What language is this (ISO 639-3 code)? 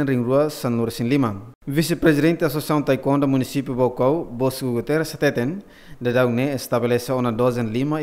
tet